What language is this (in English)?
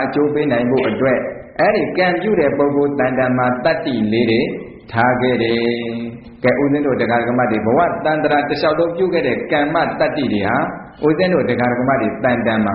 Burmese